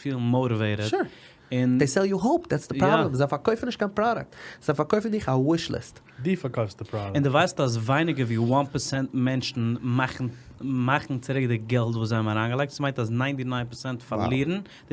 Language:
Yiddish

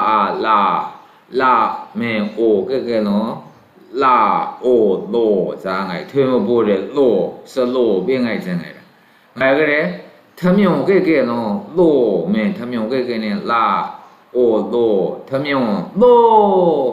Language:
Maru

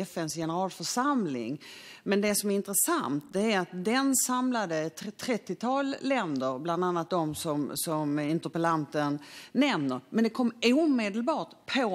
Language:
Swedish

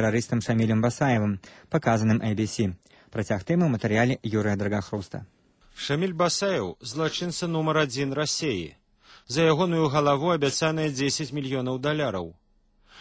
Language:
Belarusian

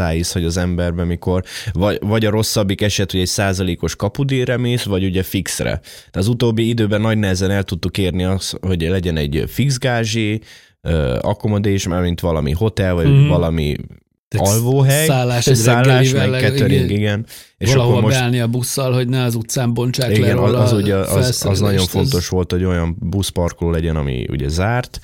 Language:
Hungarian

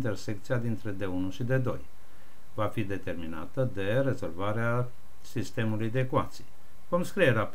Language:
Romanian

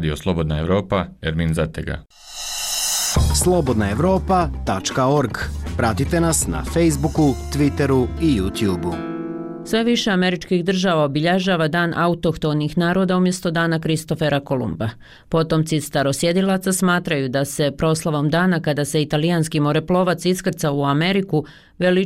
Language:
Bosnian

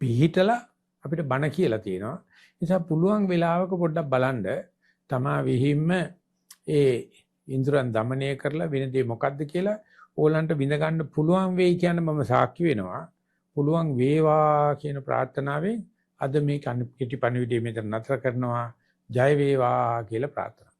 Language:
Sinhala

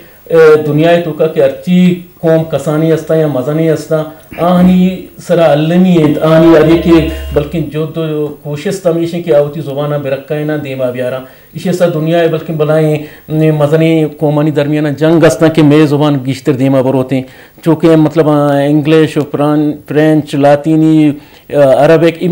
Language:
Eastern Balochi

